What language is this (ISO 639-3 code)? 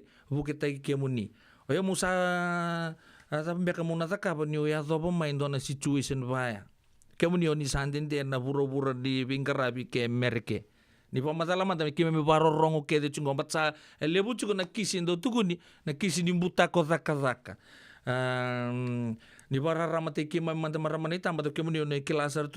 fij